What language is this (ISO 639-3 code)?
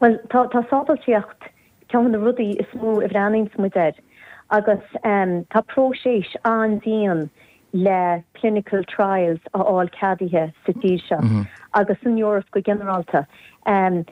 gle